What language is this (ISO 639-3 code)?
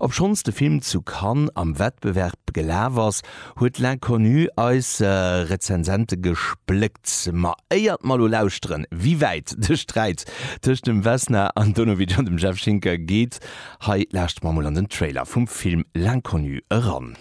ltz